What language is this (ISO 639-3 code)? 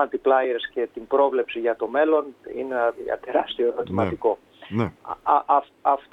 ell